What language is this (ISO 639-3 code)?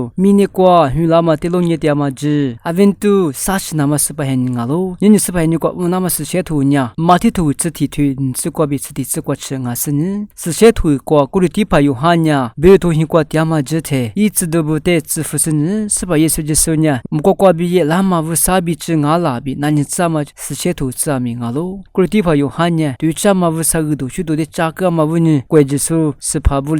lis